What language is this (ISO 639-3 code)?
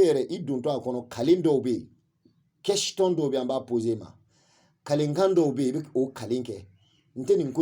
bam